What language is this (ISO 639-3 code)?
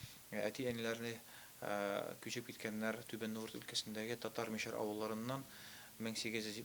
tat